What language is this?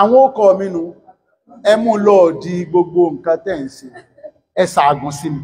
Yoruba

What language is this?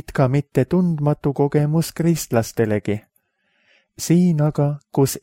Estonian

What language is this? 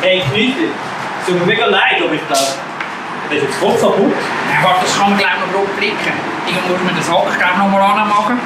Swiss German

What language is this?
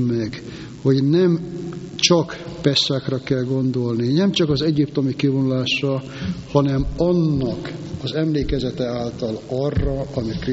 Hungarian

